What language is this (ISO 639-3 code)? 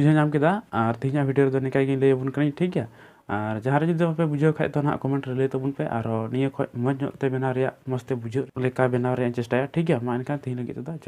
sat